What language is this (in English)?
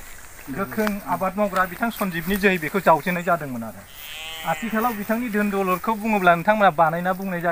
Bodo